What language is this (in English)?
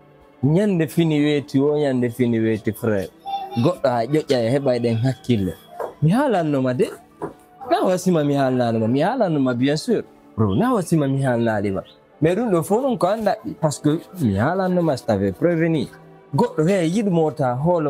Fula